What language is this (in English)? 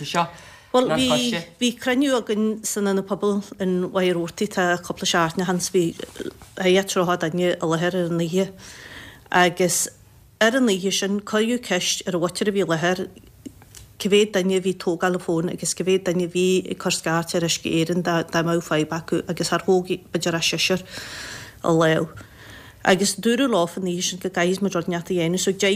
Irish